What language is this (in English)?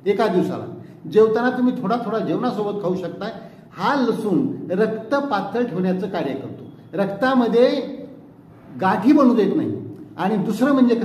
Marathi